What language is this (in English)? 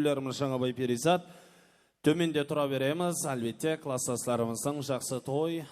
Kara-Kalpak